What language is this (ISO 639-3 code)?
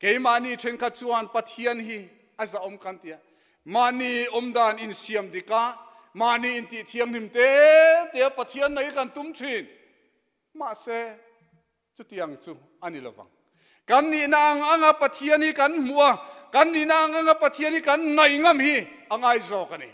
lus